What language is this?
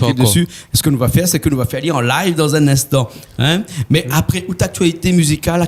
Réunion Creole French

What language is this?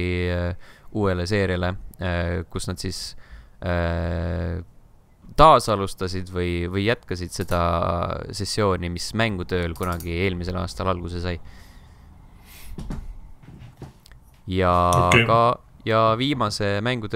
Estonian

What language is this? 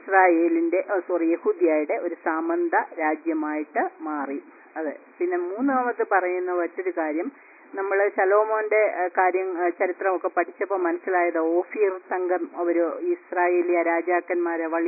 Malayalam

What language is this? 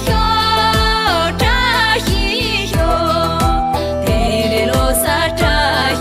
Tibetan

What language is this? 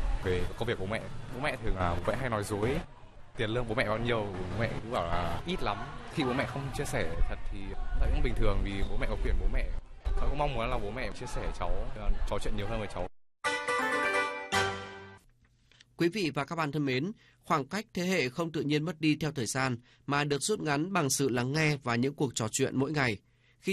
Vietnamese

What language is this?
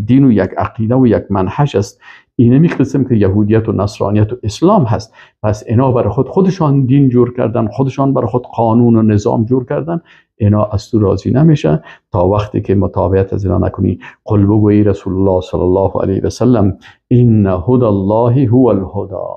Persian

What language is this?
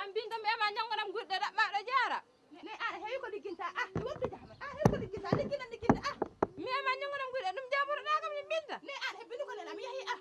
Fula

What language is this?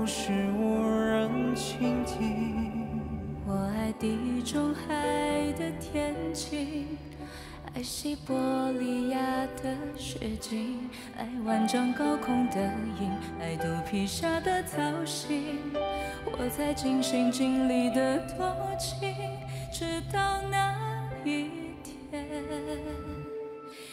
Chinese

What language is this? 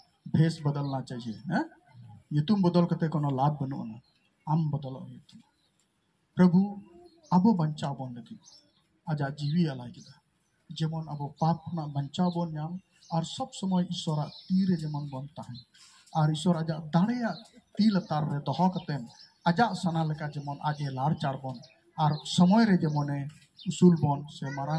Santali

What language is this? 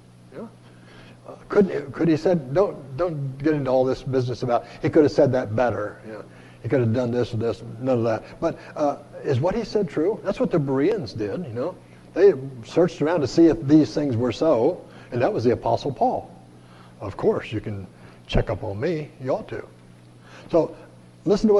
English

